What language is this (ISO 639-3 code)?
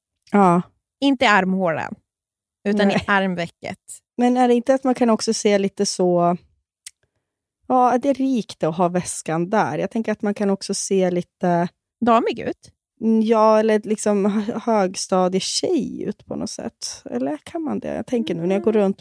swe